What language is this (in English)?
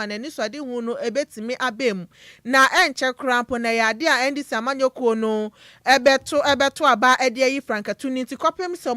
Akan